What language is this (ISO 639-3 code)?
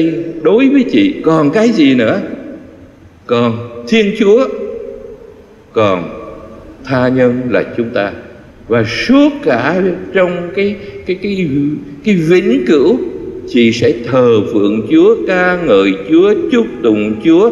vie